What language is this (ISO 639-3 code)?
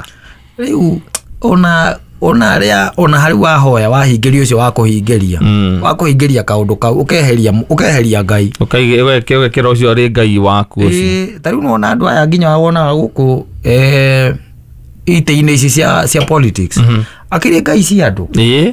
kik